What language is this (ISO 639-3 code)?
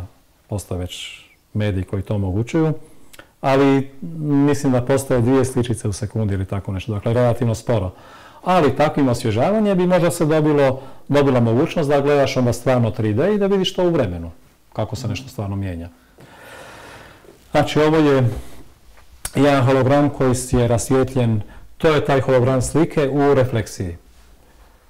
hrv